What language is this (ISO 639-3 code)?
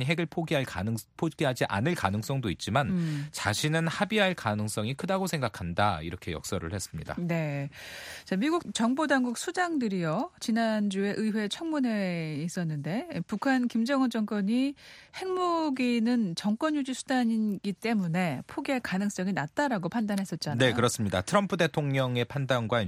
kor